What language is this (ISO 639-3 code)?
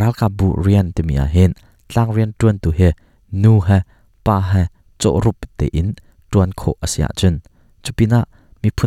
cnh